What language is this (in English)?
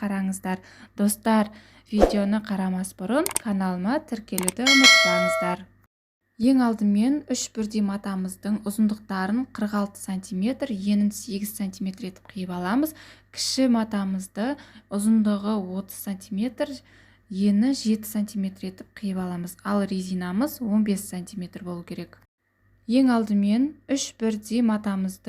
Kazakh